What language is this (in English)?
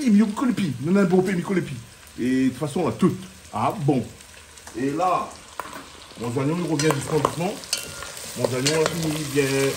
Réunion Creole French